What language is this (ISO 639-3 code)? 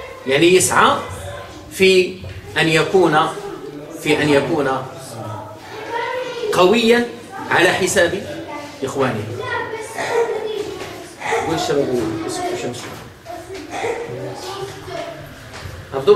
ara